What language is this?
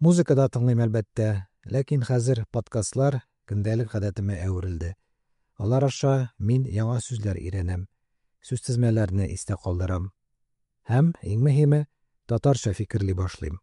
Tatar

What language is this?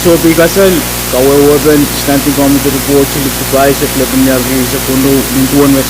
Pohnpeian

